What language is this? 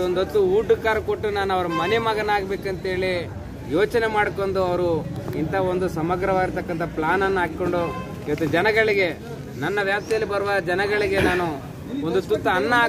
Kannada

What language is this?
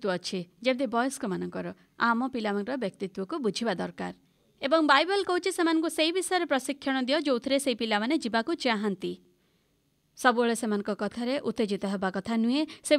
Odia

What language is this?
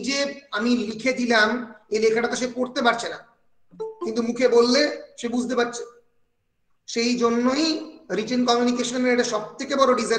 Bangla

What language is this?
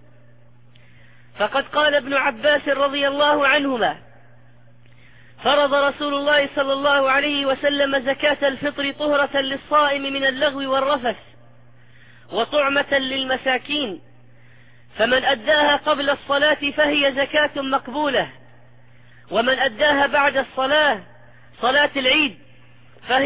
Arabic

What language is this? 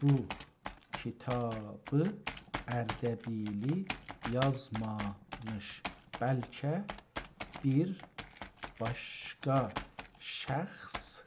South Azerbaijani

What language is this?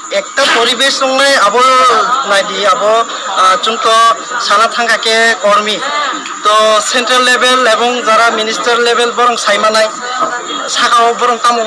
Kok Borok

